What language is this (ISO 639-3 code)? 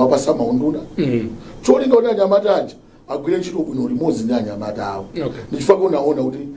nya